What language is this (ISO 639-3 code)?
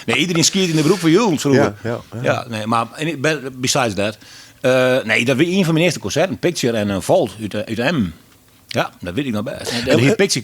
fry